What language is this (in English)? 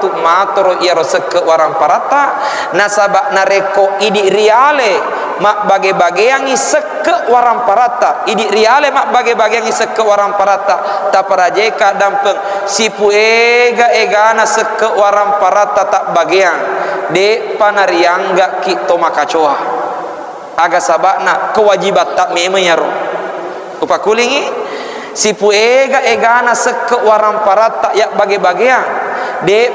Buginese